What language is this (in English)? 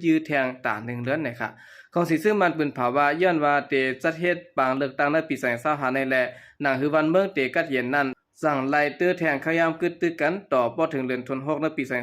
Shan